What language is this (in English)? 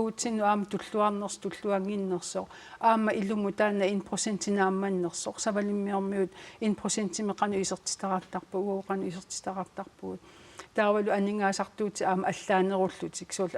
Kalaallisut